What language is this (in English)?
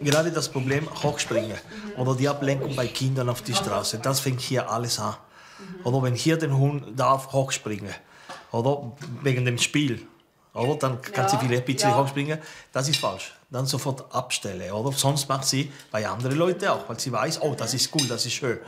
Swiss German